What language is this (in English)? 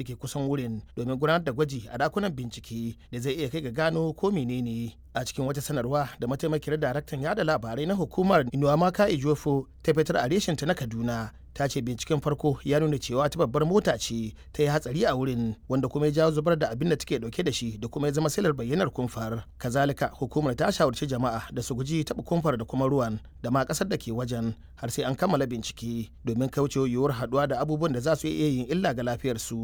Hausa